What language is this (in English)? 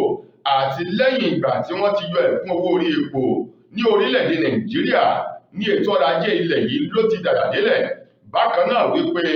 Yoruba